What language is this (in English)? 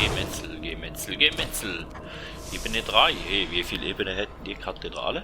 Swiss German